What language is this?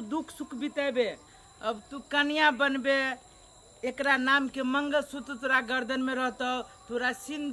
Maithili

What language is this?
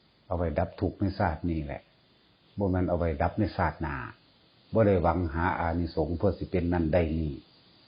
Northeastern Thai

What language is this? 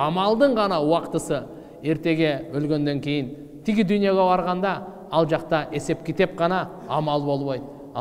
Kyrgyz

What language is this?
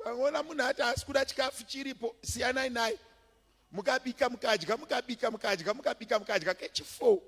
Shona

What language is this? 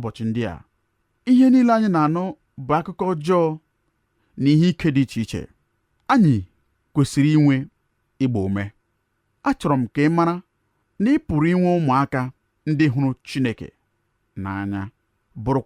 Igbo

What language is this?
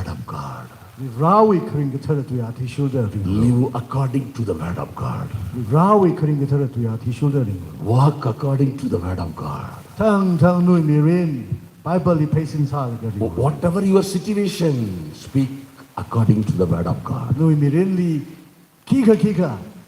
Tangkhul Naga (India)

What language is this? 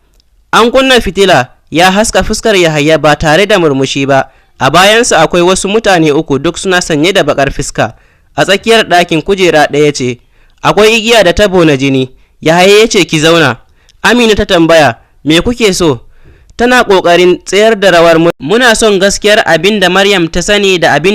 Hausa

